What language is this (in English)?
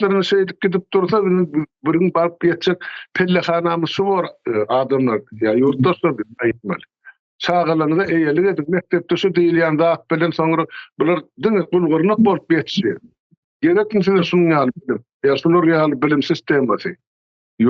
Turkmen